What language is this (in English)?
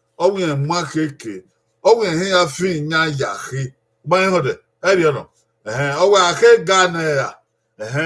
Bini